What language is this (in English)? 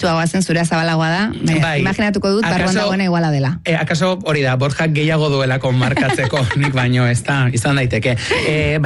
Basque